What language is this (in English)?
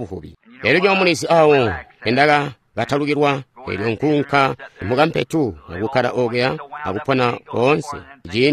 Tonga (Zambia)